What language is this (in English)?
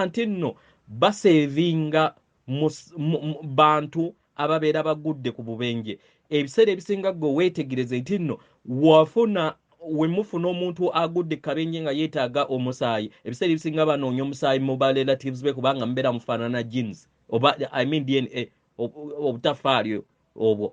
Ganda